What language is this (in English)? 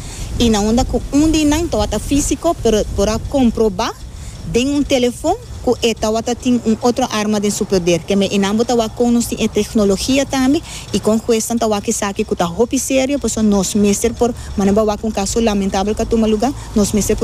Papiamento